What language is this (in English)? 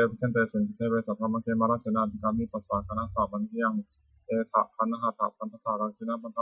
Pali